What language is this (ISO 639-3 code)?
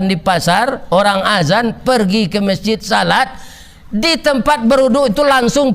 min